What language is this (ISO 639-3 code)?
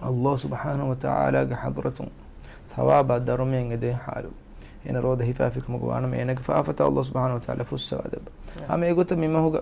div